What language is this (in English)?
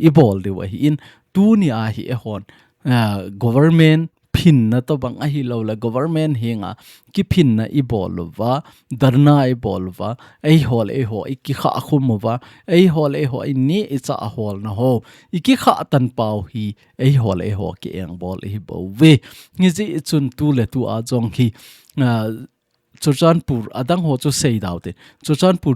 Thado Chin